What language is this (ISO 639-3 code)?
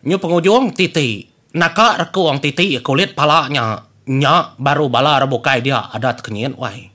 iba